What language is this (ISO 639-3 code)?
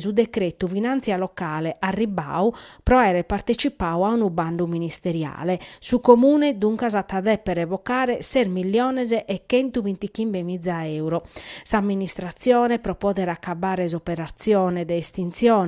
srd